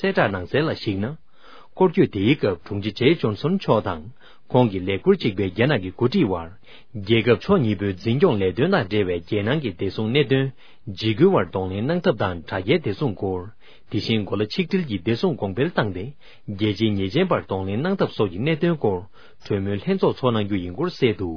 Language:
Tibetan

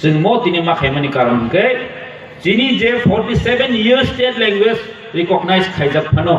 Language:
Kok Borok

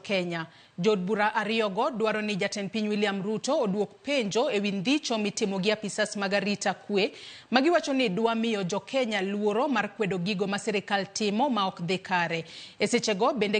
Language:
Luo (Kenya and Tanzania)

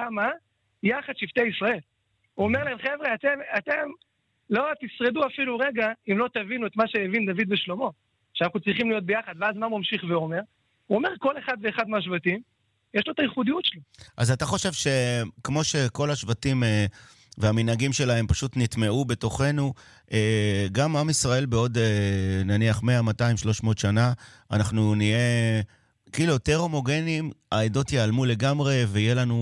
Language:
Hebrew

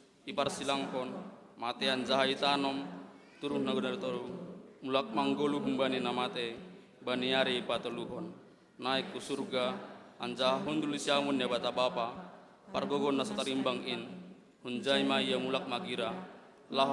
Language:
Batak Simalungun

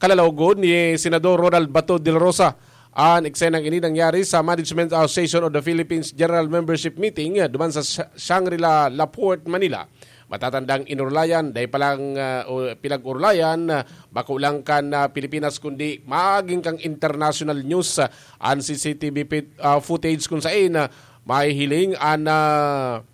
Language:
Bikol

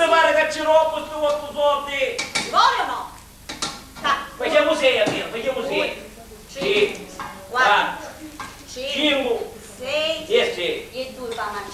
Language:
Sicilian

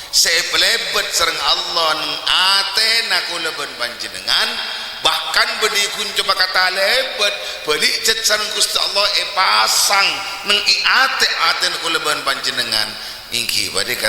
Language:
Madurese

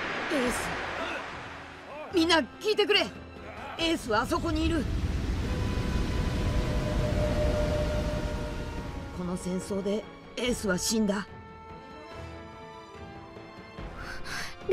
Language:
Japanese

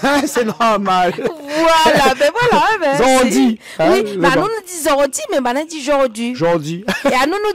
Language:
Réunion Creole French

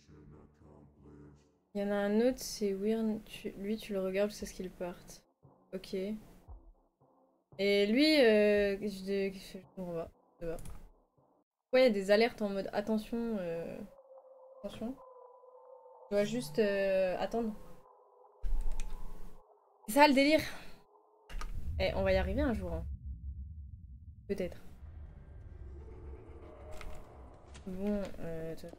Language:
French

